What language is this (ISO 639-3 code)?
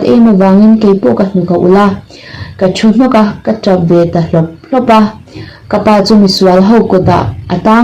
lus